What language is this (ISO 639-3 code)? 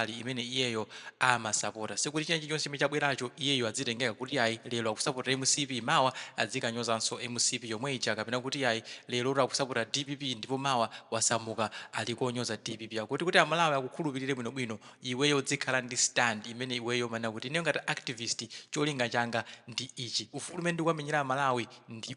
nya